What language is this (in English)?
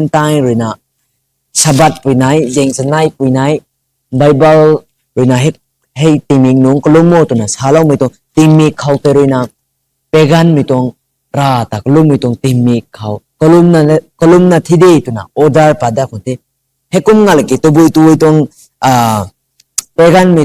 Rongmei Naga